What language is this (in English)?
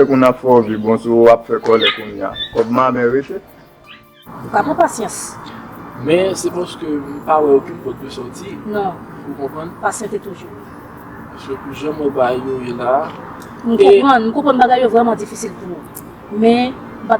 Haitian Creole